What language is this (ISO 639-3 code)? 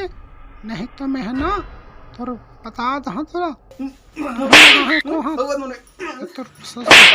hne